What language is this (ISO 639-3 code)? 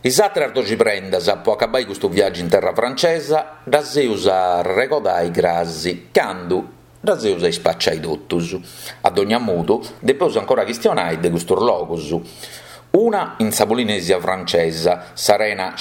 srd